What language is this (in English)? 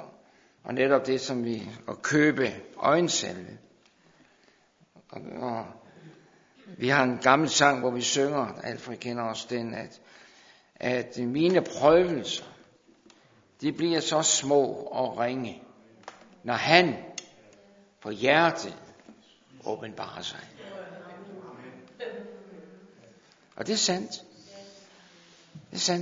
Danish